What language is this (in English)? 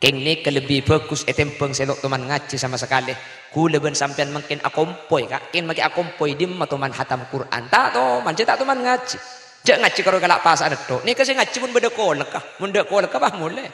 Madurese